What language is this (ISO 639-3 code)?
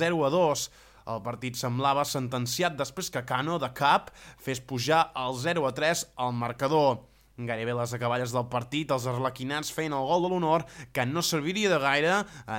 cat